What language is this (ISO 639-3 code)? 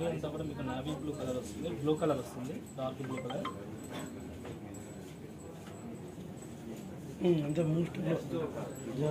tel